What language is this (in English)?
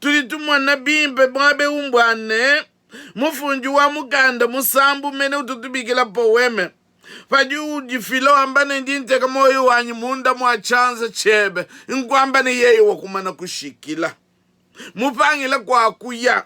Luba-Lulua